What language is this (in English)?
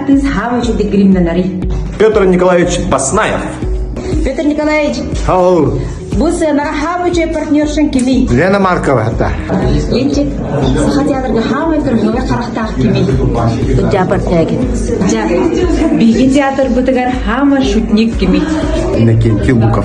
Yakut